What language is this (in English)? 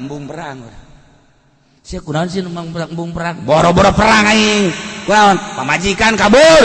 Sundanese